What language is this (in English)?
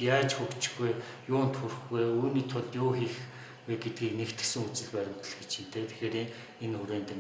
Mongolian